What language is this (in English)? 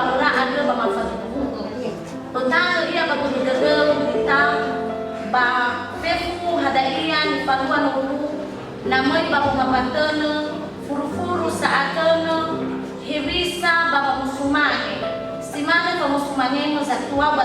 Nias